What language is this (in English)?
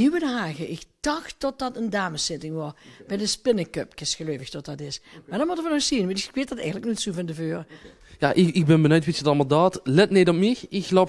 Limburgish